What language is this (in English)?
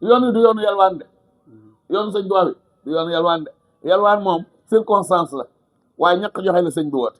Wolof